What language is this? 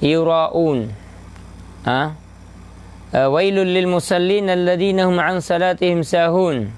Maranao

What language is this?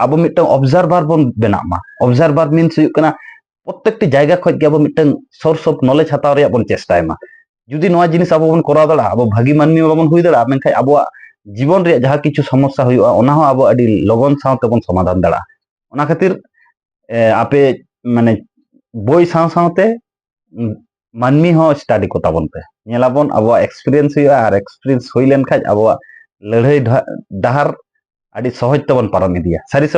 Santali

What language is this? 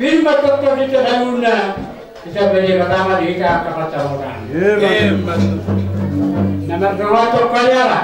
Batak Toba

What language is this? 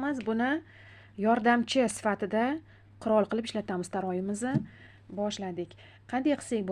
Uzbek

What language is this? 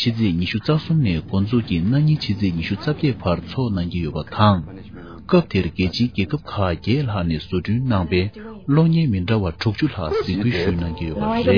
Tibetan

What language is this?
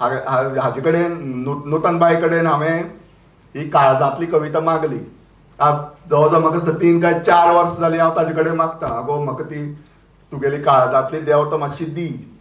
Konkani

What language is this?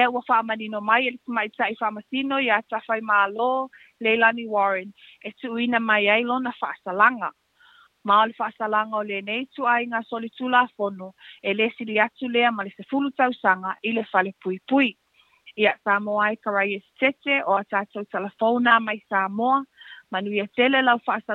Samoan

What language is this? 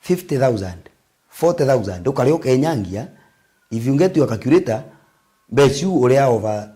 Meru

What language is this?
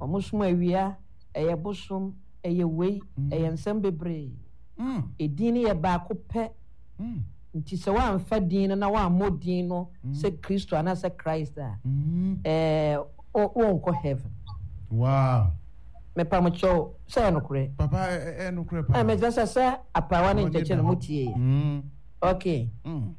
Akan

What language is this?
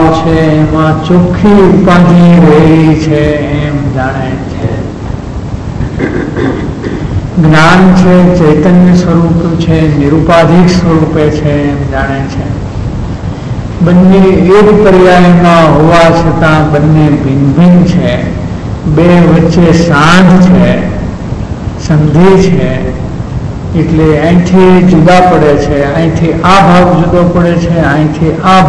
Gujarati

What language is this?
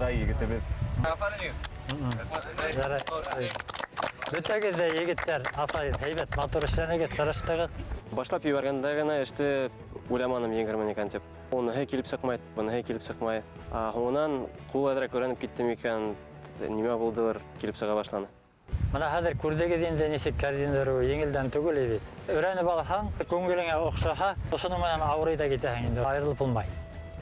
Bashkir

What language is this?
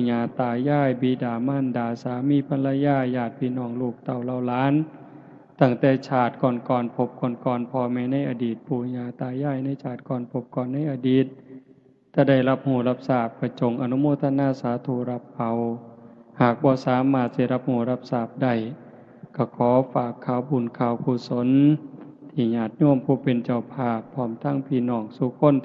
Northeastern Thai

